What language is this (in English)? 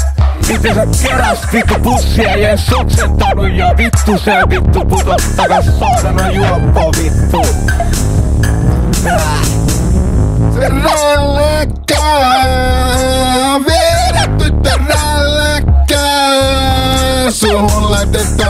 Finnish